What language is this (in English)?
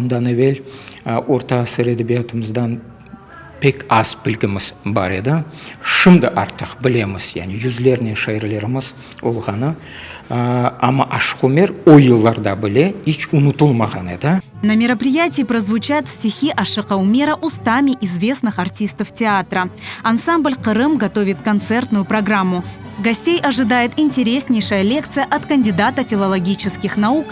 Crimean Tatar